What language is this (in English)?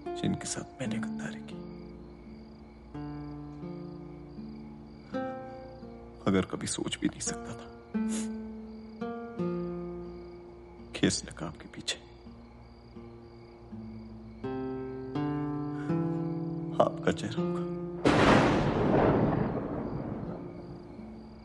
Hindi